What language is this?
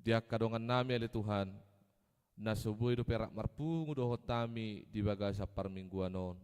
Batak Toba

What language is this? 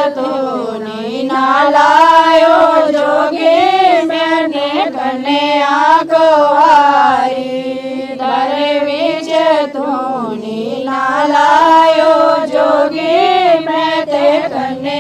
Dogri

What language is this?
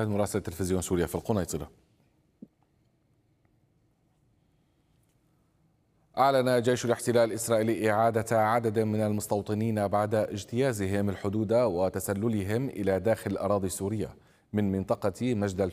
Arabic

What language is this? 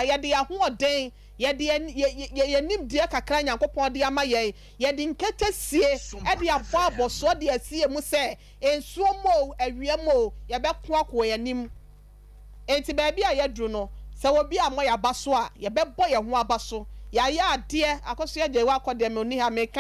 Akan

